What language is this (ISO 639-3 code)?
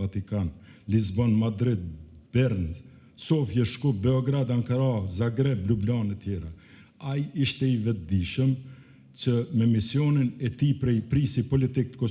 sqi